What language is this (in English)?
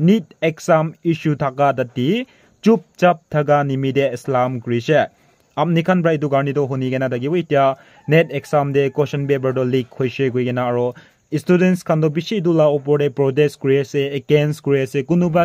Naga Pidgin